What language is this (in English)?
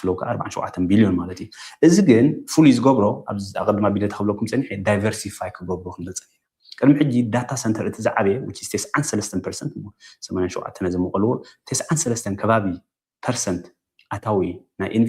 Tigrinya